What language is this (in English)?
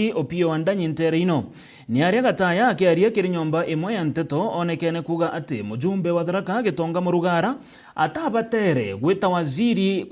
Meru